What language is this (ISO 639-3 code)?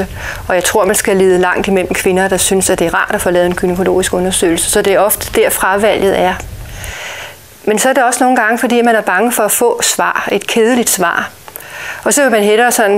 dan